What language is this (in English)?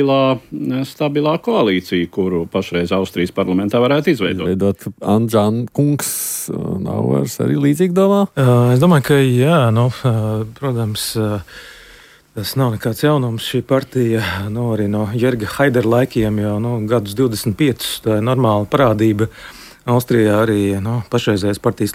Latvian